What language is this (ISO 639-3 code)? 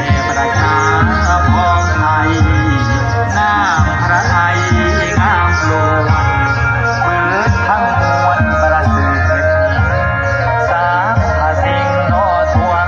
lao